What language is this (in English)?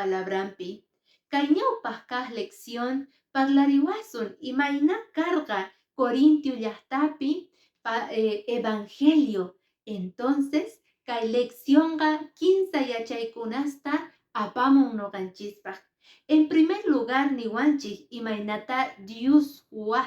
Quechua